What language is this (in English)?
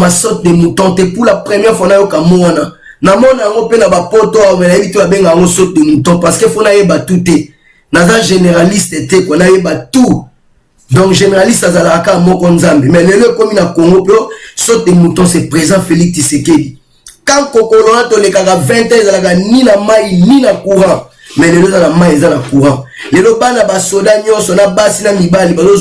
Lingala